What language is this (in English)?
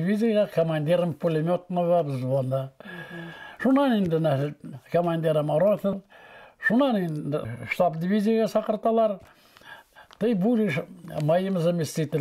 Bashkir